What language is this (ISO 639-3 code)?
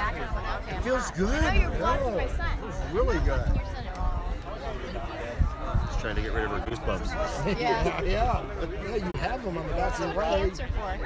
eng